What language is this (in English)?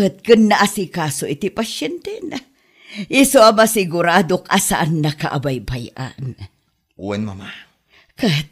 Iloko